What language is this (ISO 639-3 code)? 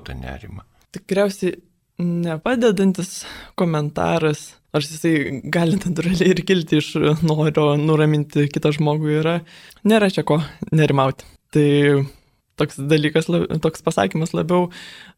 lit